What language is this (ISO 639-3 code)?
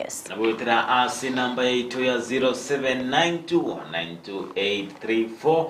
guz